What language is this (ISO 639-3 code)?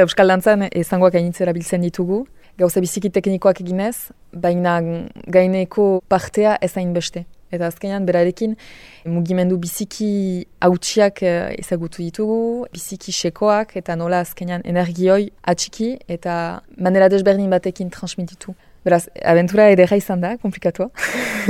eus